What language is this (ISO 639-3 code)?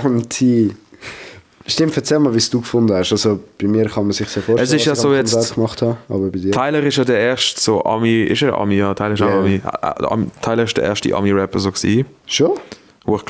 gsw